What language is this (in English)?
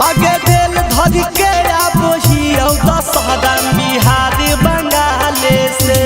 Magahi